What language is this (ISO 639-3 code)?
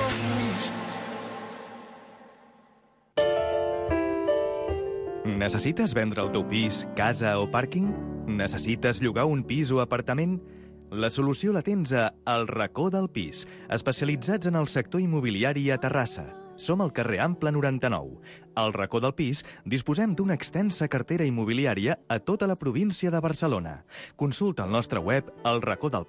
cat